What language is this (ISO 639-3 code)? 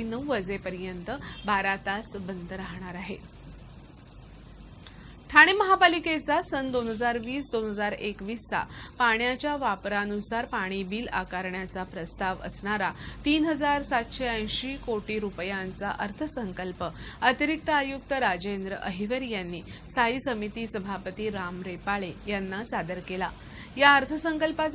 mar